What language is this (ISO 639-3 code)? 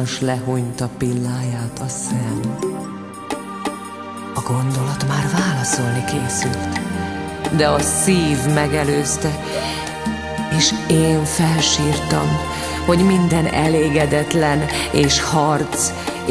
hun